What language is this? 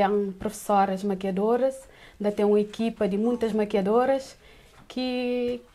Kabuverdianu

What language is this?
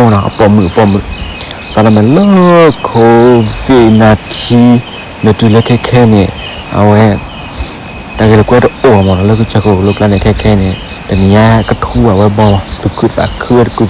S'gaw Karen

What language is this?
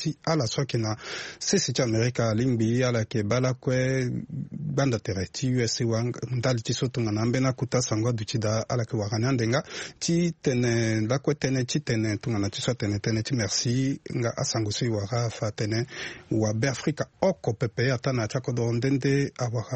Sango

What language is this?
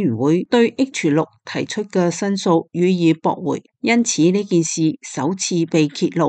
Cantonese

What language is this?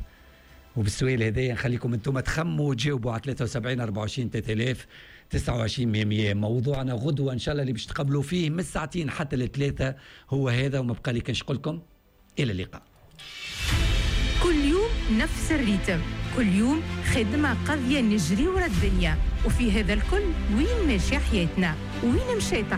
Tunisian Arabic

